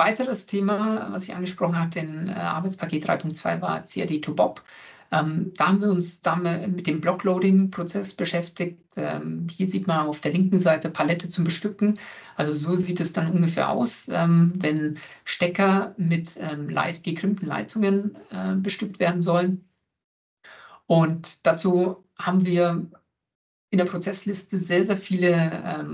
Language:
German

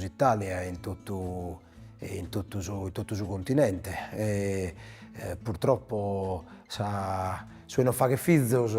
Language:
Sardinian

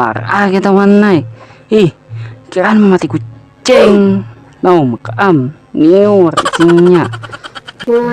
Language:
Banjar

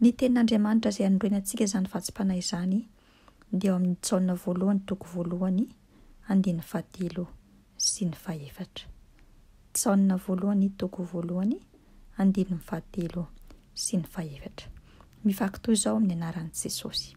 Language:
Malagasy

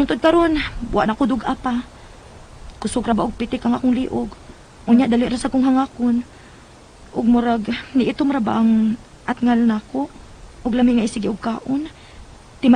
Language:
Cebuano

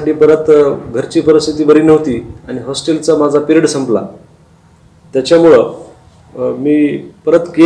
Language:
Marathi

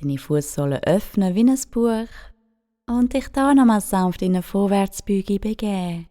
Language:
Swiss German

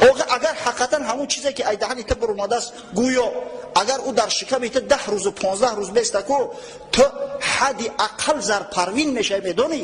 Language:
Tajik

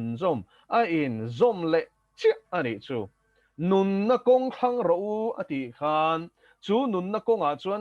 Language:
Mizo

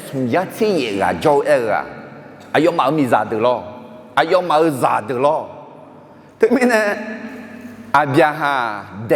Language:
Akha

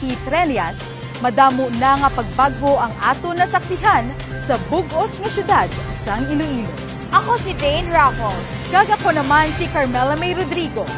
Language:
Hiligaynon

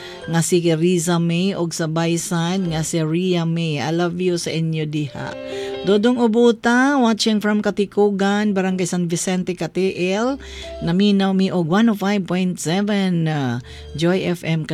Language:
Cebuano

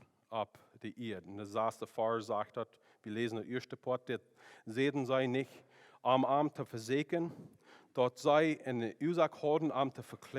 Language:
Plautdietsch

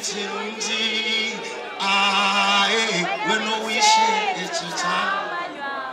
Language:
Nyankole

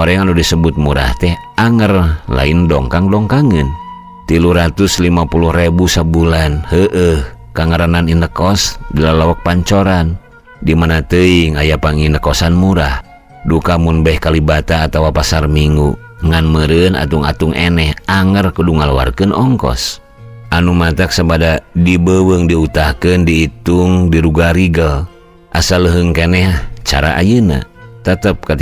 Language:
Sundanese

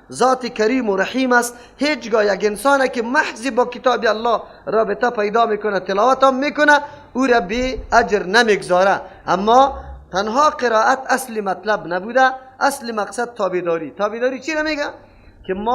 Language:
Persian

